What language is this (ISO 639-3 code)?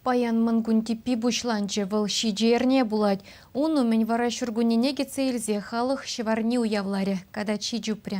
chv